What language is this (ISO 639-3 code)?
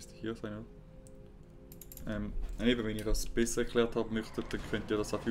deu